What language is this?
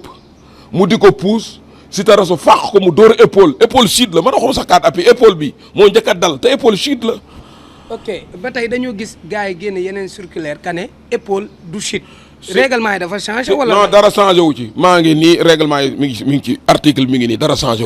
Wolof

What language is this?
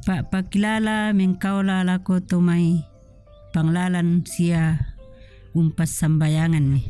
Toraja-Sa'dan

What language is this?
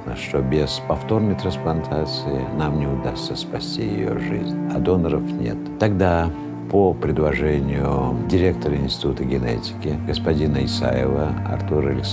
Russian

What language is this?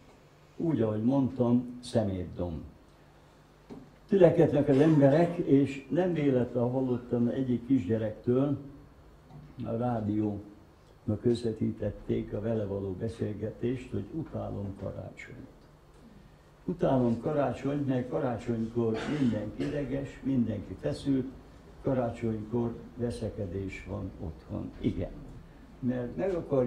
Hungarian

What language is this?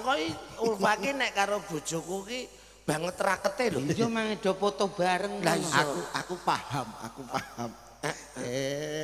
Javanese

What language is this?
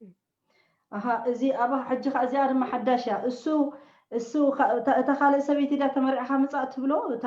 Tigrinya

